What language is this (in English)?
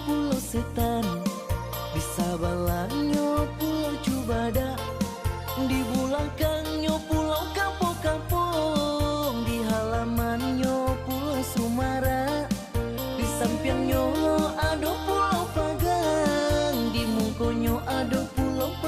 Minangkabau